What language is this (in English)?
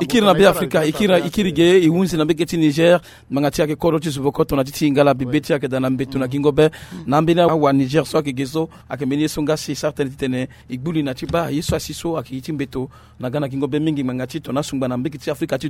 Sango